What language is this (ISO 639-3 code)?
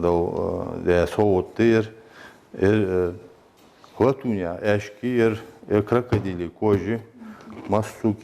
inh